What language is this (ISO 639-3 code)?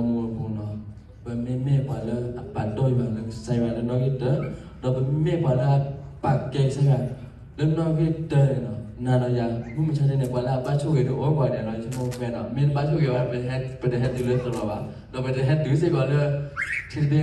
ksw